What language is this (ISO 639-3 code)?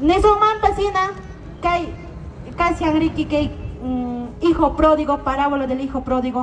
que